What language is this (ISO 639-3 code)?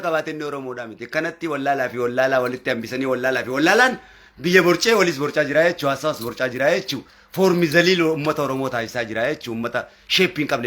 orm